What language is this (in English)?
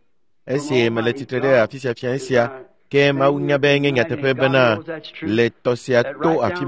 Ewe